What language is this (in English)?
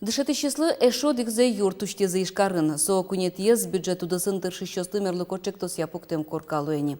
Udmurt